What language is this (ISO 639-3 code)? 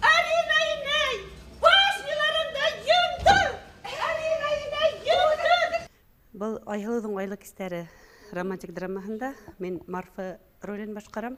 bak